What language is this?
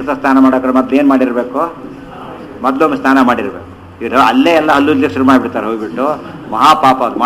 Kannada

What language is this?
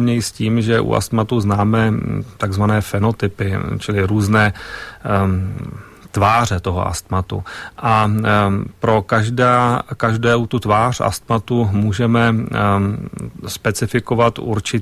Czech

